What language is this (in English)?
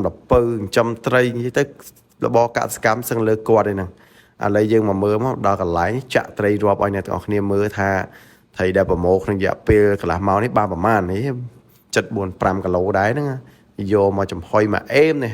Khmer